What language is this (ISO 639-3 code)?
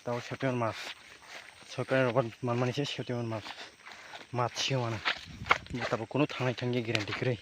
trp